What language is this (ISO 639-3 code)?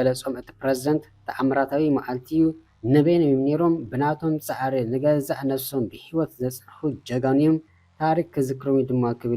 tir